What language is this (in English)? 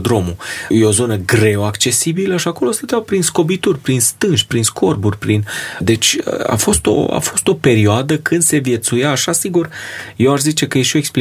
Romanian